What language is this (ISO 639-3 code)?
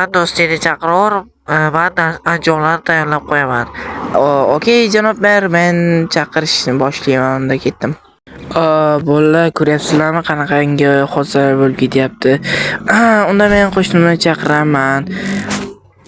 uzb